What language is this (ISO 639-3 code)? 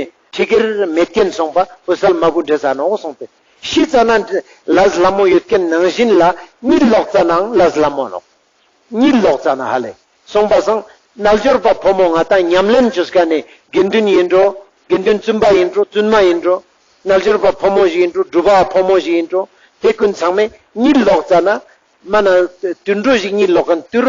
lbj